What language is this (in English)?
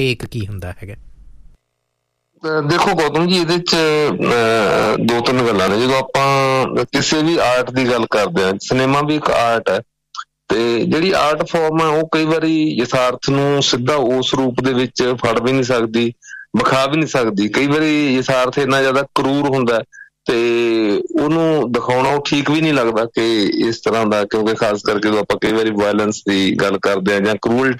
Punjabi